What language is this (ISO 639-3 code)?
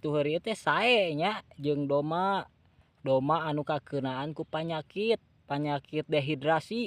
sun